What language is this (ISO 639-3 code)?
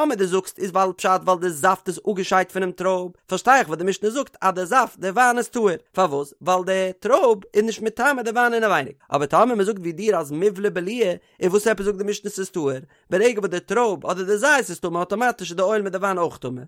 yid